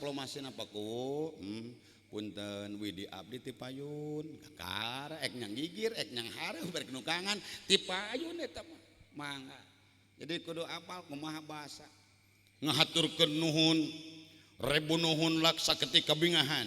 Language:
Sundanese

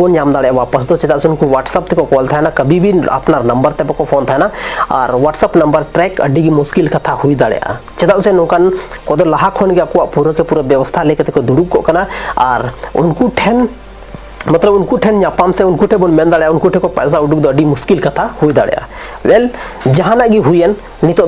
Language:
Santali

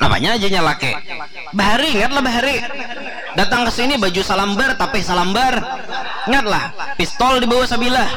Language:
Banjar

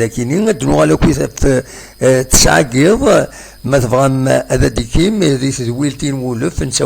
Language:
Kabyle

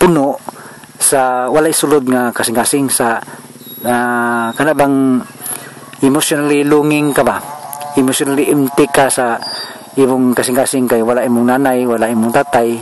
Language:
Cebuano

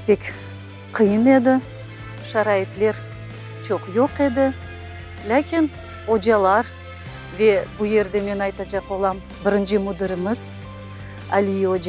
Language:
Crimean Tatar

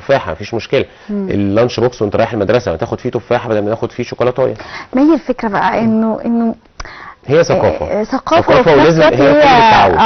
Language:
Egyptian Arabic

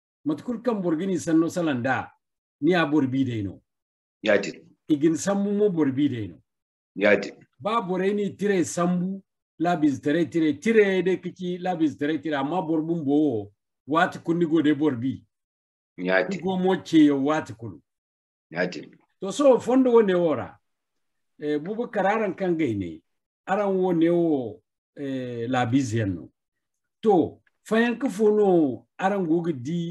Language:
Zarma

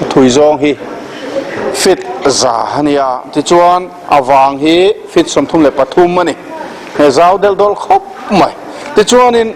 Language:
Mizo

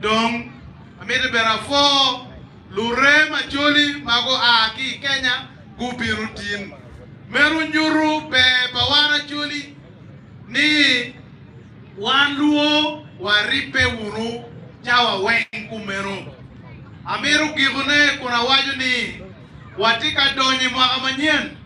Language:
Acoli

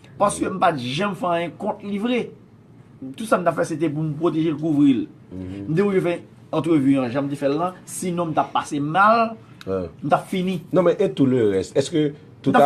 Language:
Haitian Creole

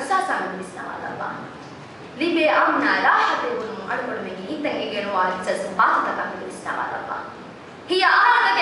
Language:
Divehi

